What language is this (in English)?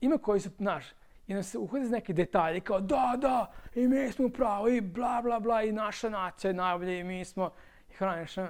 Serbian